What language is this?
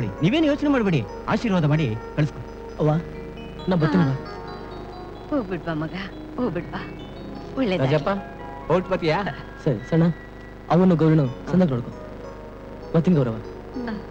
Kannada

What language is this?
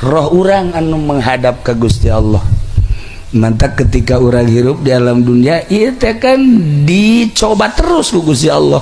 Sundanese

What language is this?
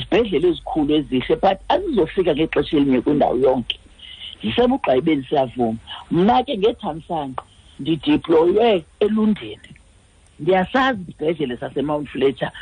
Xhosa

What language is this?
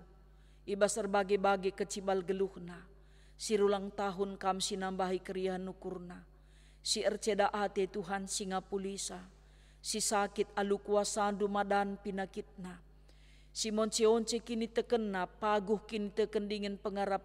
Batak Karo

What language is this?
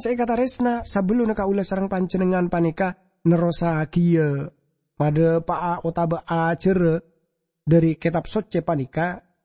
Madurese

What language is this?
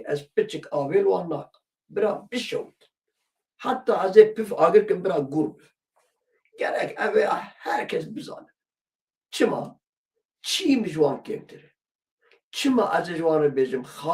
Kurdish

